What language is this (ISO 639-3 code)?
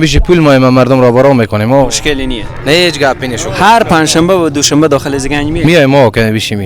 fas